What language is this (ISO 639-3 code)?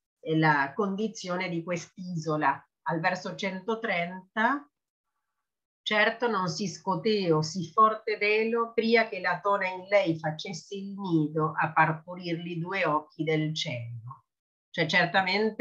ita